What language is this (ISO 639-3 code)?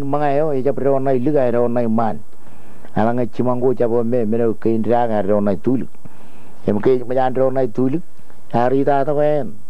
mah